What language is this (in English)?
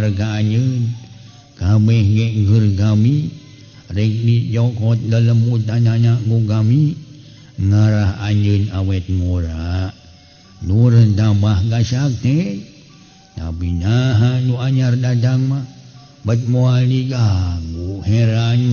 Sundanese